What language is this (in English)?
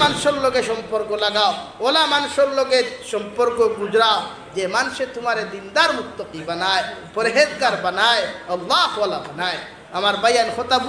Sylheti